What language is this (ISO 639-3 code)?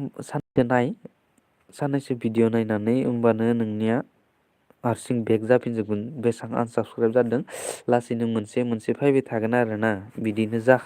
brx